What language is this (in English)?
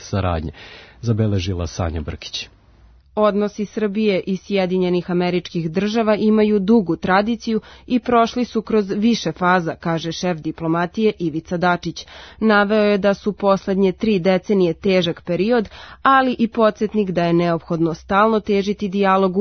Serbian